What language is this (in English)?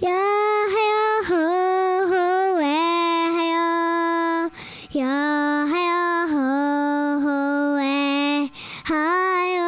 Mohawk